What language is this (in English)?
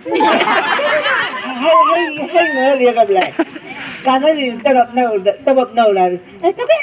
Chang Naga